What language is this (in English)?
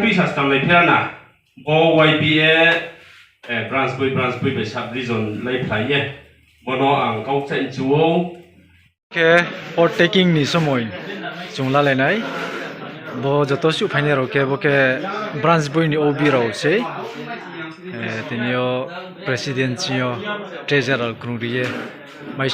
Riang (India)